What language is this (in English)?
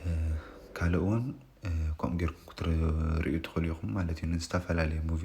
Tigrinya